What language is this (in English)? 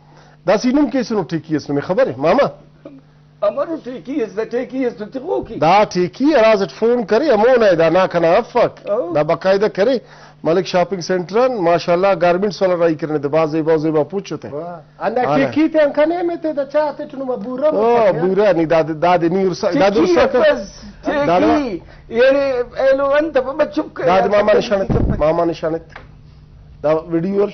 Brahui